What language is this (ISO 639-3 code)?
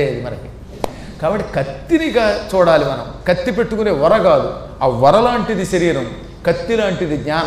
tel